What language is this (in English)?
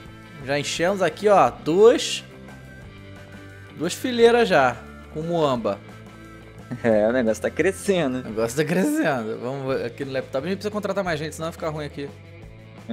Portuguese